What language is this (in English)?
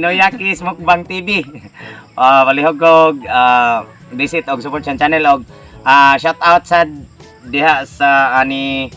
Cebuano